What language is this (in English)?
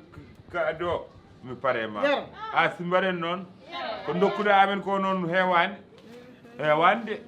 Fula